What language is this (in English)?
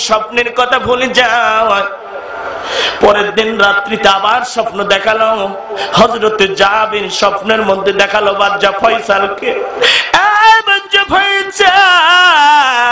Bangla